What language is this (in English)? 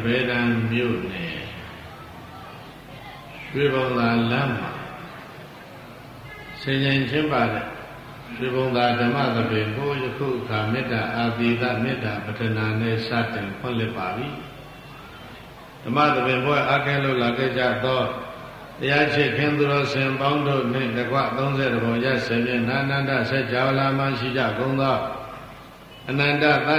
Burmese